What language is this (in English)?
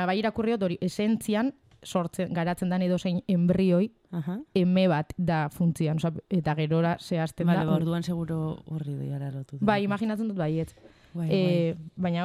Basque